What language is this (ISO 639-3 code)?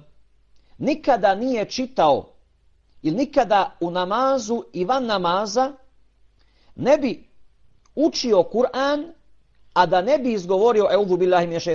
bos